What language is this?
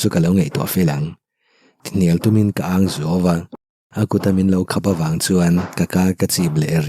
Mizo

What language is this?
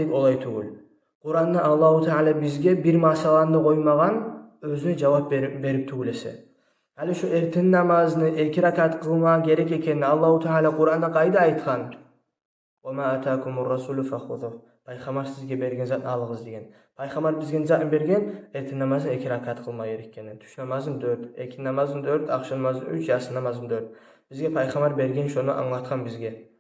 Kumyk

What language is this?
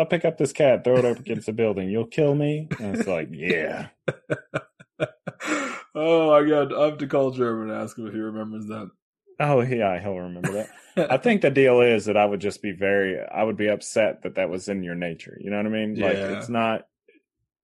English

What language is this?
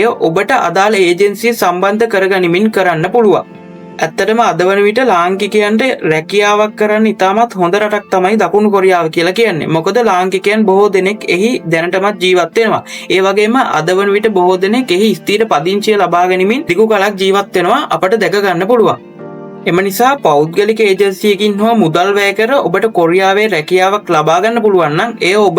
Sinhala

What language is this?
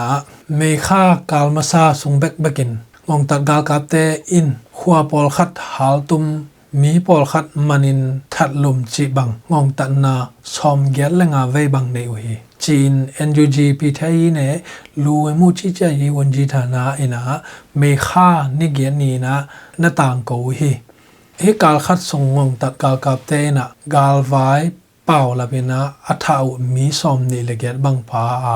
Tedim Chin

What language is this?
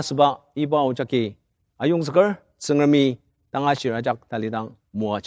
Ao Naga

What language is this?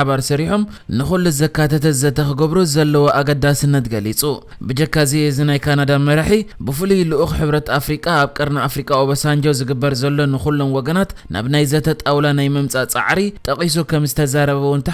Tigrinya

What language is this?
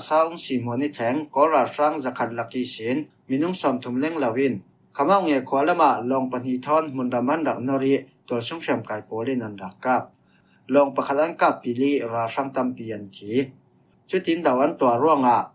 Falam Chin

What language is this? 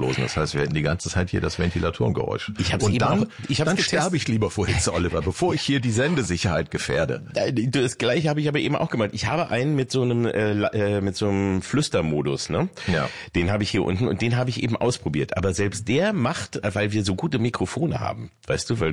German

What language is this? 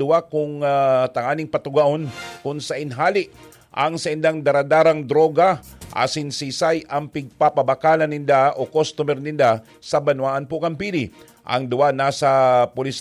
Bikol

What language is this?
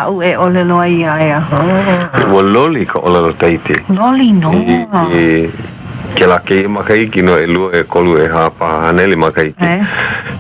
Hawaiian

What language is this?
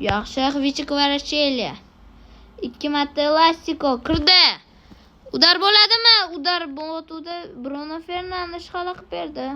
Uzbek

